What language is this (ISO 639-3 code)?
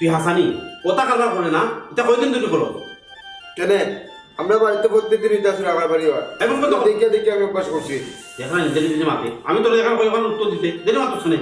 syl